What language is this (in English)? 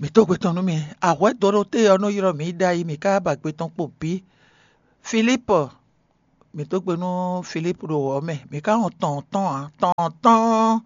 Fon